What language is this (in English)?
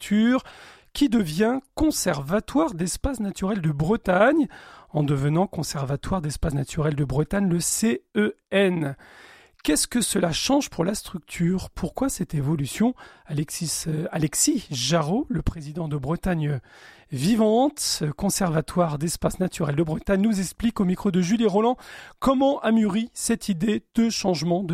French